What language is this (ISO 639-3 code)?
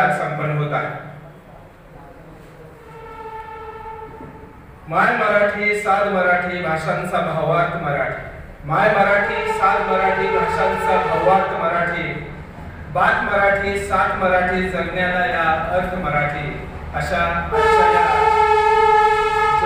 mar